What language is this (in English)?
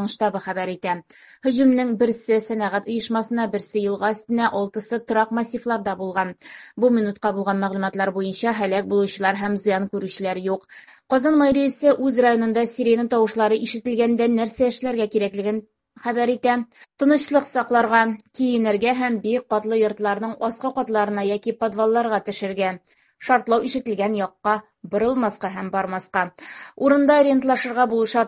Tatar